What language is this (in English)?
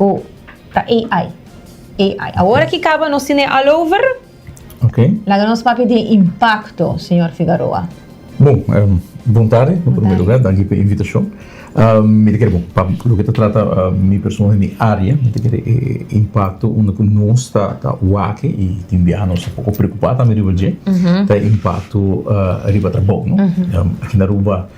Papiamento